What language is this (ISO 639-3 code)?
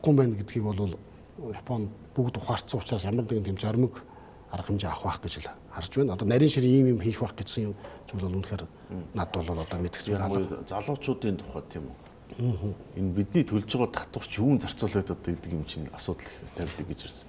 mon